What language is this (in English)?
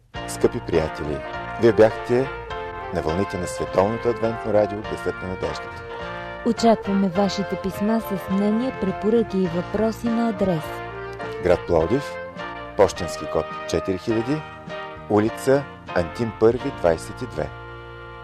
Bulgarian